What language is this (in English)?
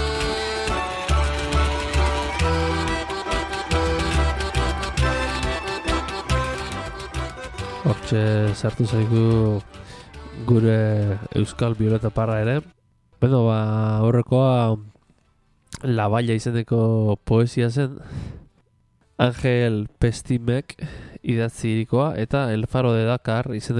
Basque